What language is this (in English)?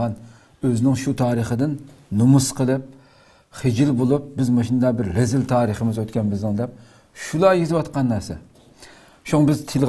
Uyghur